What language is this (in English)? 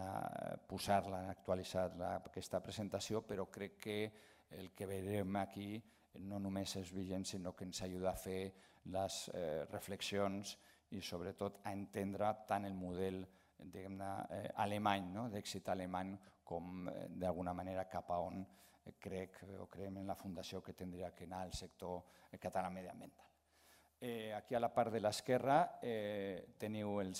Catalan